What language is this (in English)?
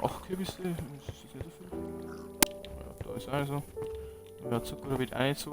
Bavarian